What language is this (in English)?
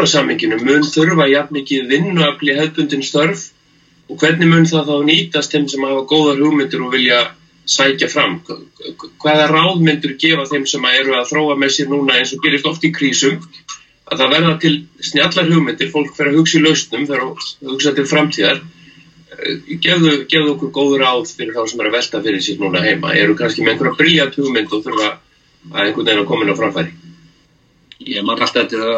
Icelandic